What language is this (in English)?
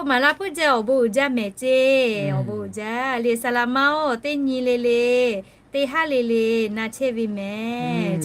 Lahu